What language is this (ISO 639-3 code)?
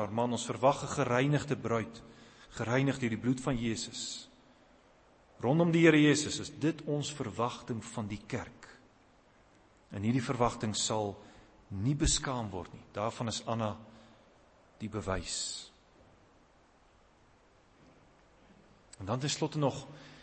afr